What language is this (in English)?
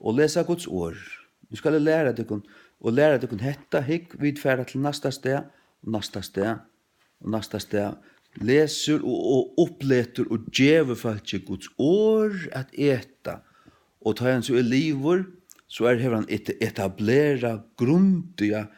Faroese